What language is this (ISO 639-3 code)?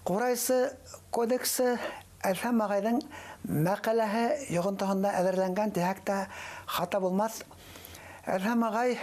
bak